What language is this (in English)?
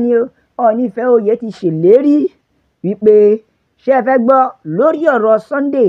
Yoruba